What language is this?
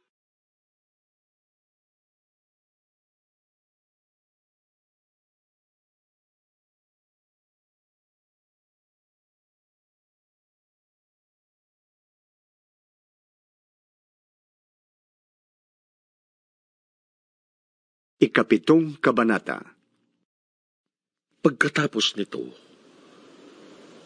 Filipino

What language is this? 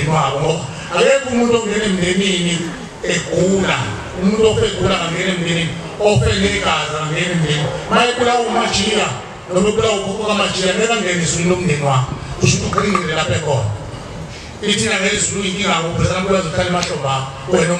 Zulu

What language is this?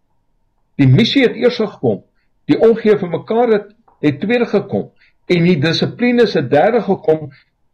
Afrikaans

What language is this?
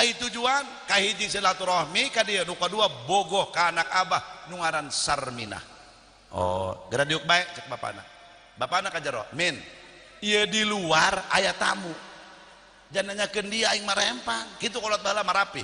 Sundanese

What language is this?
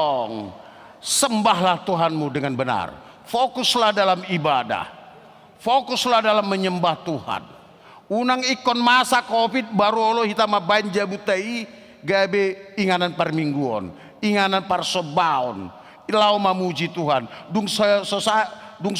Batak Toba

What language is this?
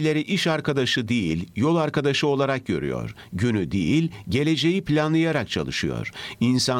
Turkish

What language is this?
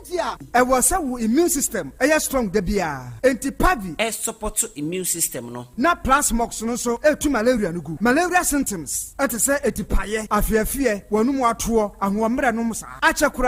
Akan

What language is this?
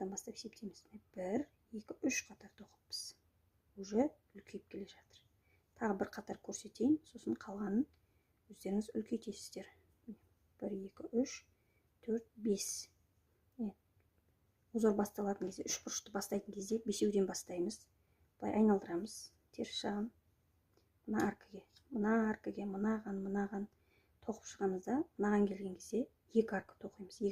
Kazakh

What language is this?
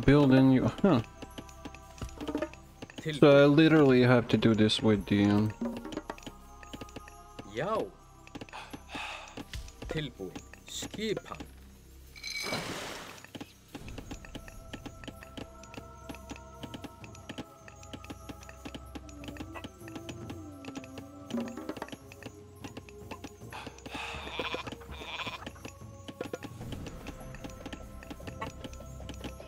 Icelandic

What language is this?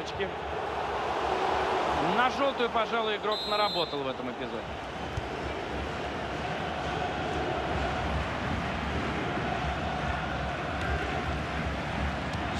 Russian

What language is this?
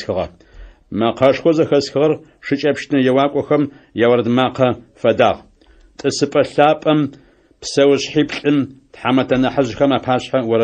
Adyghe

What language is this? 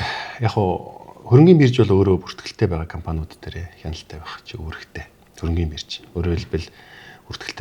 Mongolian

